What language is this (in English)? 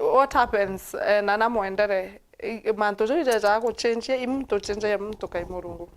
Meru